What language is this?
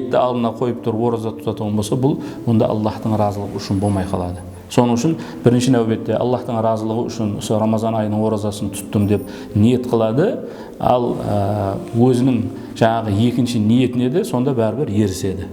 Kara-Kalpak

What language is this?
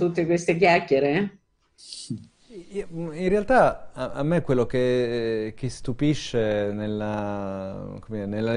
Italian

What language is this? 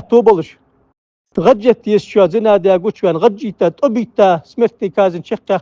Ingush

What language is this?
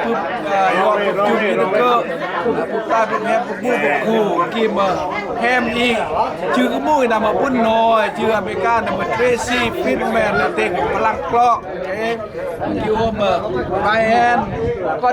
Lao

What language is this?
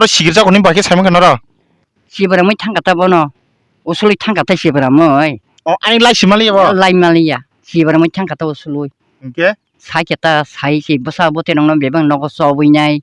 Kok Borok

